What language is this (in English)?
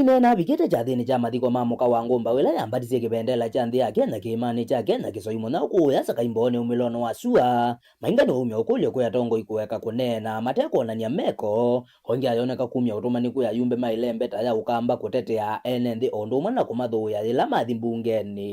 Kamba